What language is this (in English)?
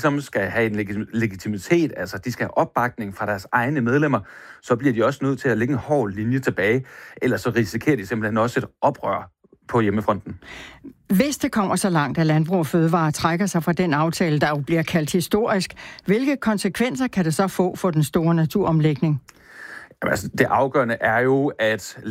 Danish